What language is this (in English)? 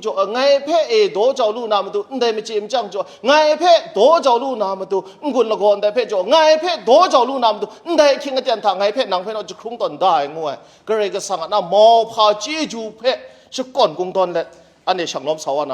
Kachin